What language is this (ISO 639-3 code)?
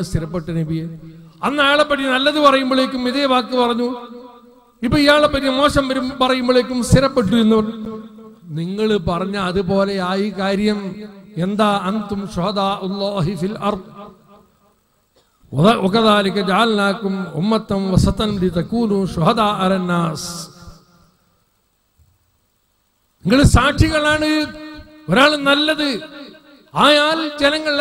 mal